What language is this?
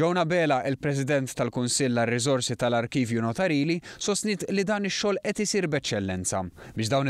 Maltese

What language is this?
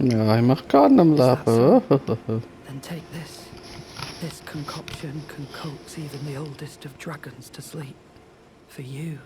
Swiss German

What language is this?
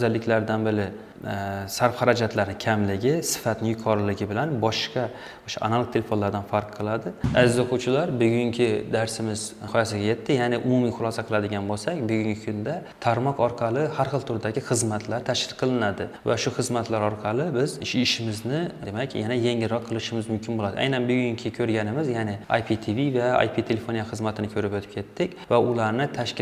Uzbek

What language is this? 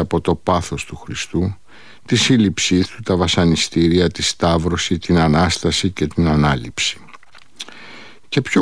Greek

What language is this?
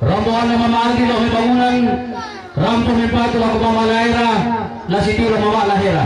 Toraja-Sa'dan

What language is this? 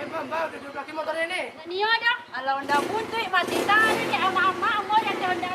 Minangkabau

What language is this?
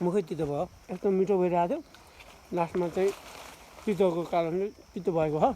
Nepali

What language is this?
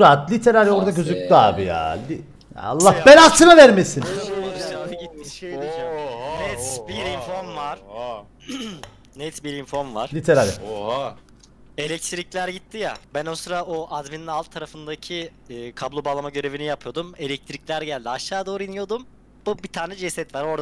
Turkish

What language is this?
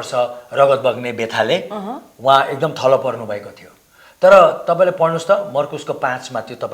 Nepali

